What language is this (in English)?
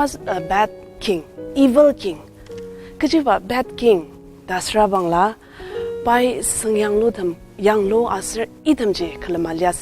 Ao Naga